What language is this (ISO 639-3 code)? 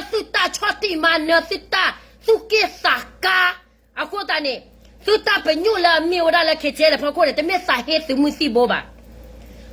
ksw